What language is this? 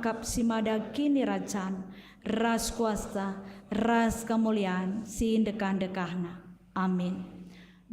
Batak Karo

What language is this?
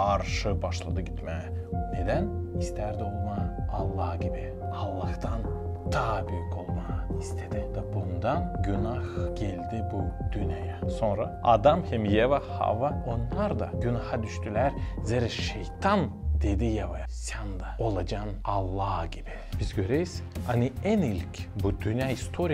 Gagauz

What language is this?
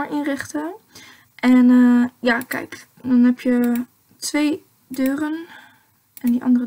Dutch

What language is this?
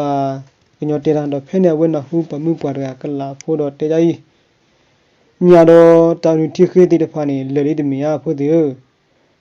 S'gaw Karen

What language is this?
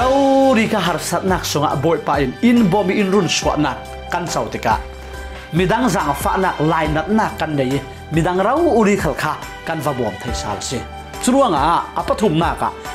Falam Chin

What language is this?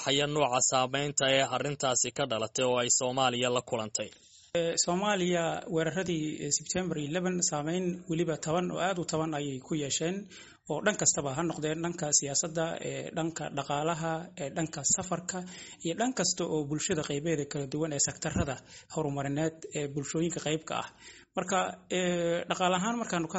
Somali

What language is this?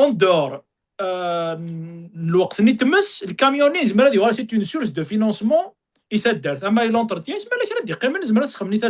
Kabyle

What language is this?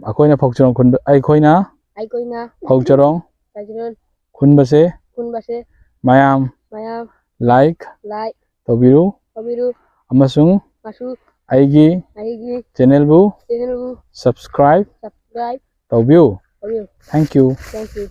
Manipuri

